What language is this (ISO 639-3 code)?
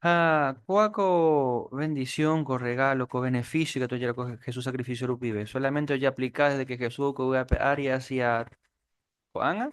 grn